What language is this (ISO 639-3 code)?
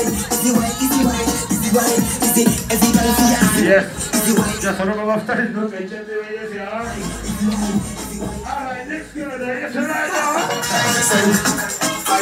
jpn